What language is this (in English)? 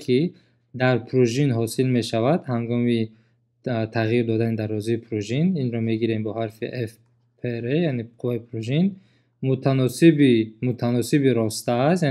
Tajik